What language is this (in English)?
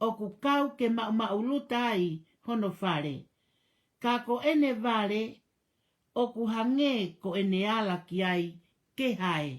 Tongan